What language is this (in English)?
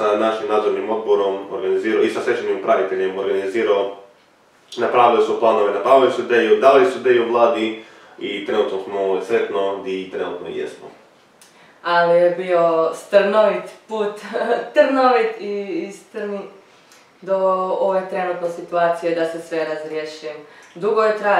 Croatian